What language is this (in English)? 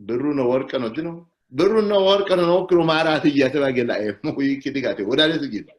Sidamo